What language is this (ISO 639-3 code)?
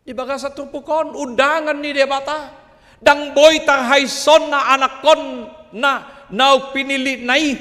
bbc